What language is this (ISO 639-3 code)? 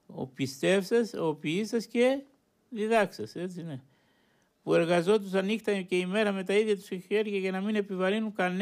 ell